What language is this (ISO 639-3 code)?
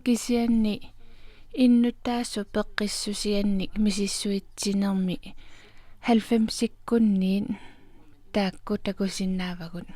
kal